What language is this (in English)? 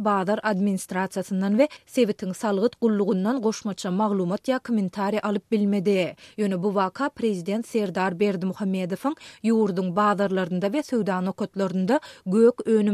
Turkmen